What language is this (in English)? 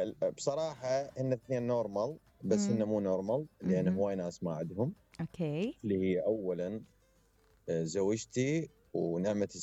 Mesopotamian Arabic